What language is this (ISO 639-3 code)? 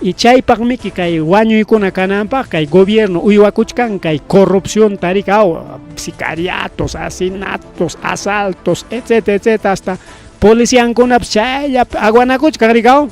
quy